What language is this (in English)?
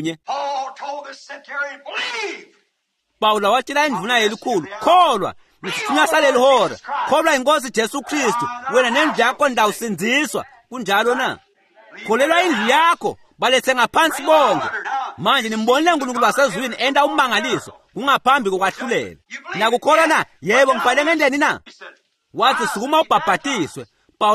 Swati